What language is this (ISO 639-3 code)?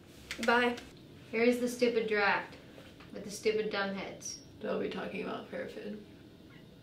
eng